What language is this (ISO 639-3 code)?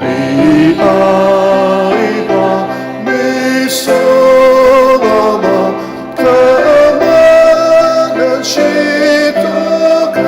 njo